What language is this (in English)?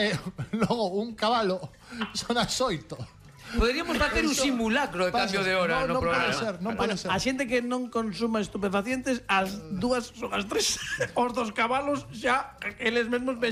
Galician